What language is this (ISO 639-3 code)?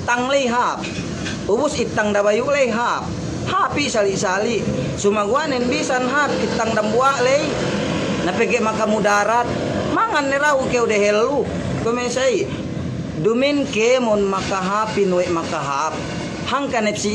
yka